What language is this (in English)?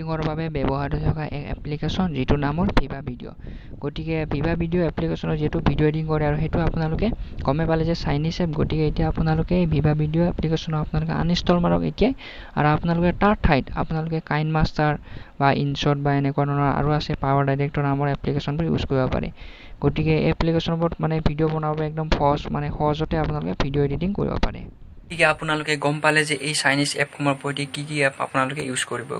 Assamese